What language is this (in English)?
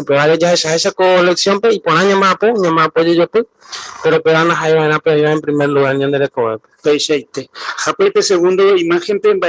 Guarani